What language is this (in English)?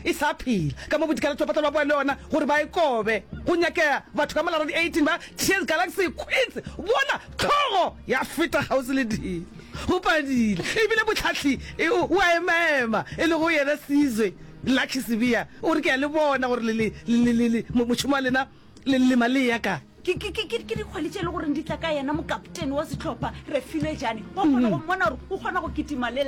Northern Sotho